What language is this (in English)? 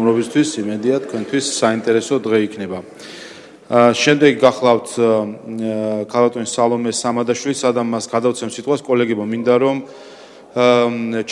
Georgian